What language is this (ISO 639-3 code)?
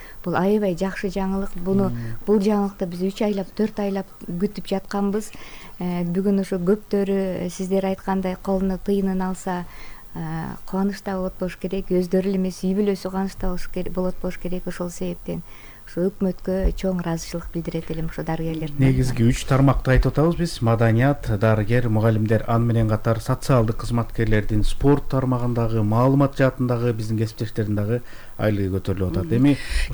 kir